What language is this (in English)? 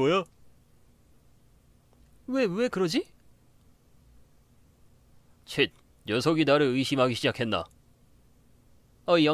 Korean